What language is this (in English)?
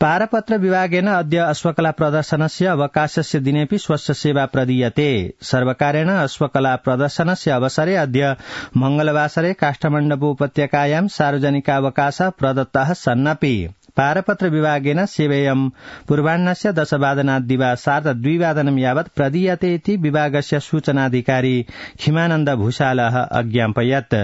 Sanskrit